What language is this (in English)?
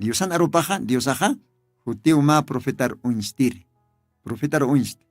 Aymara